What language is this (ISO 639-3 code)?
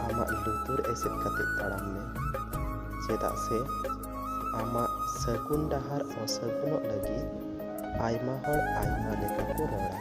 sat